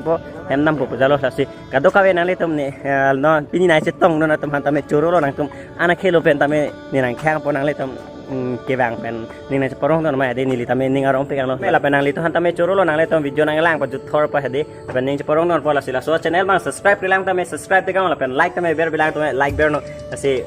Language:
Karbi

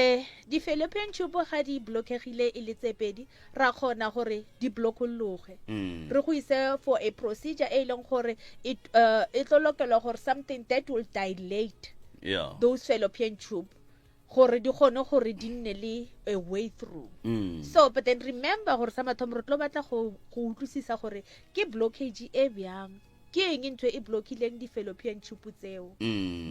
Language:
Northern Sotho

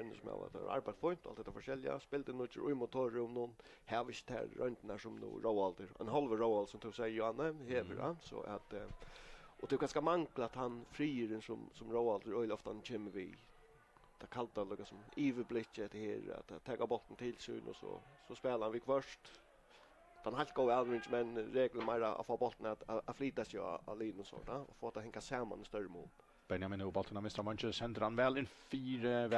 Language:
Faroese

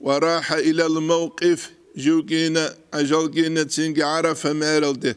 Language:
Avaric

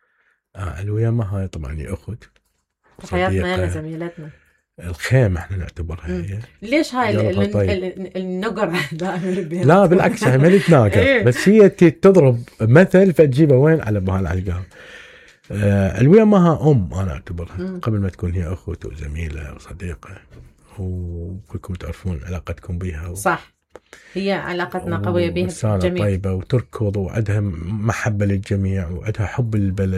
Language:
Mesopotamian Arabic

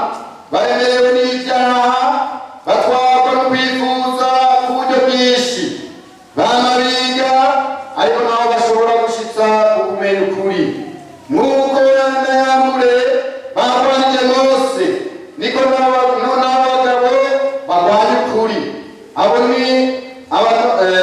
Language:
Rundi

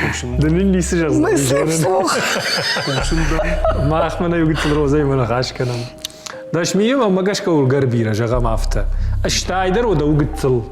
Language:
Ossetic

